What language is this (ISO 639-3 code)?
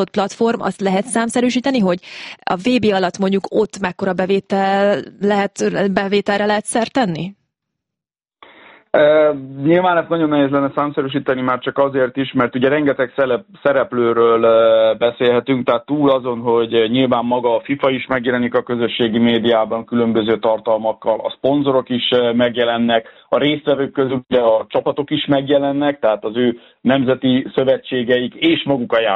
hun